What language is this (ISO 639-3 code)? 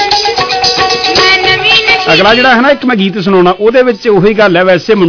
pan